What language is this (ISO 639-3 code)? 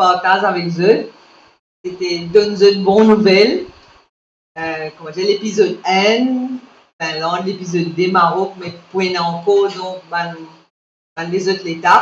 mfe